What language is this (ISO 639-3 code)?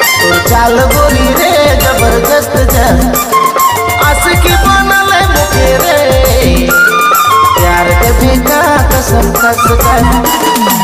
sck